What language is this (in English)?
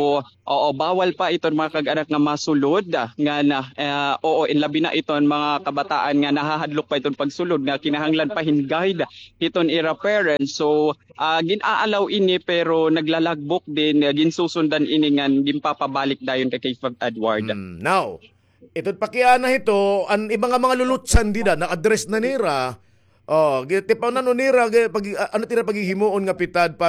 Waray